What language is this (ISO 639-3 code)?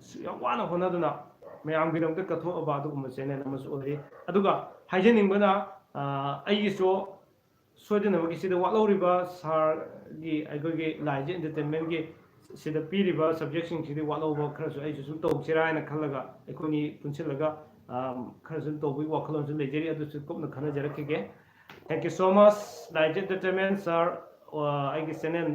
mni